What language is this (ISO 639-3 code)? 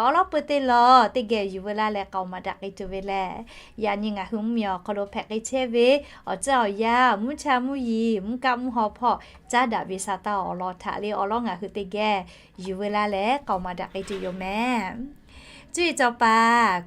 lhu